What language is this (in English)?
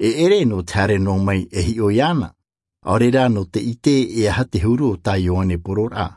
Tahitian